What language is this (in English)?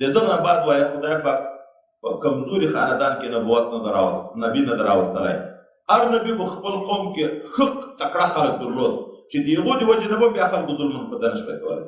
Pashto